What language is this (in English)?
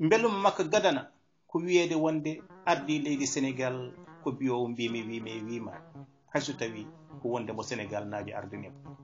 Fula